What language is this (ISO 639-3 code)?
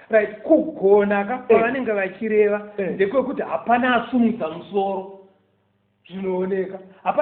sna